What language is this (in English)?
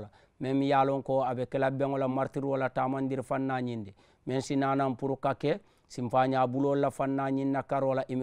Mandingo